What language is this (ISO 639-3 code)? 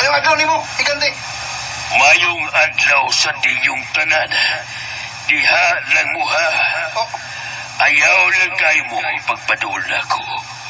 ceb